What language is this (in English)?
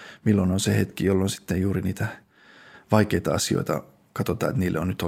Finnish